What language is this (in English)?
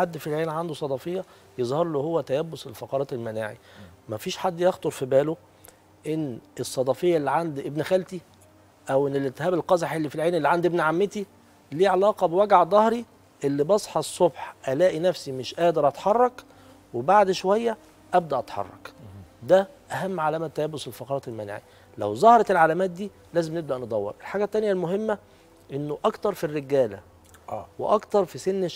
Egyptian Arabic